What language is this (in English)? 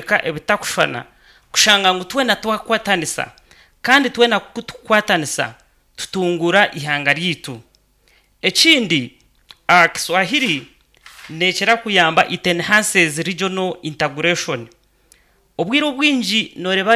Nyankole